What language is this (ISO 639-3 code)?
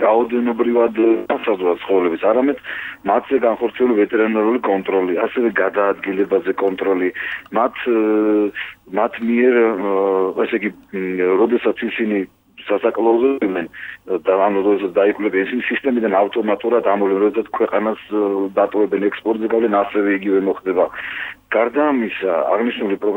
kat